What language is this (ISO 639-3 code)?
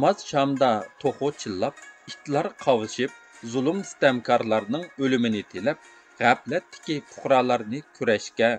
uig